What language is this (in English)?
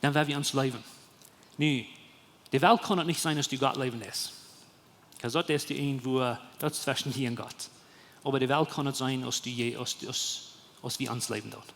Plautdietsch